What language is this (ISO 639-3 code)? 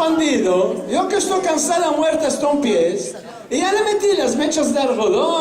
lad